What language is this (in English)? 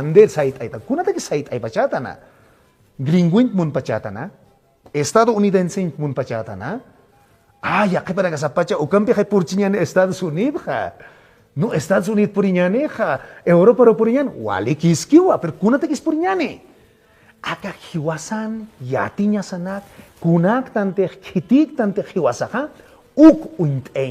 Aymara